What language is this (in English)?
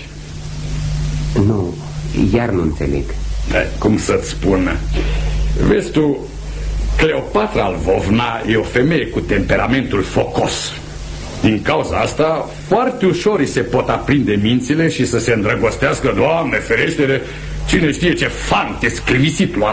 Romanian